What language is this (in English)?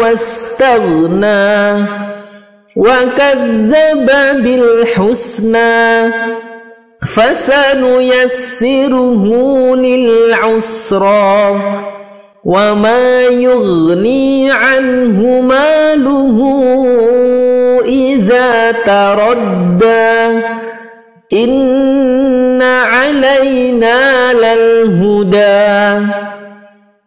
Arabic